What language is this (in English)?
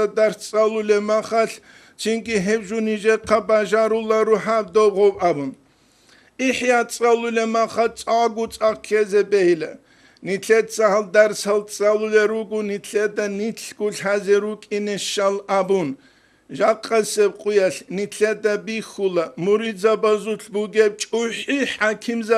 Avaric